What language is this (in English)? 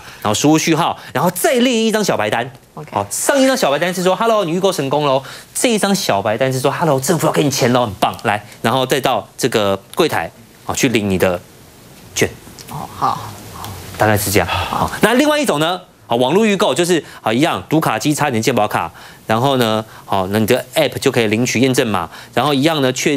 Chinese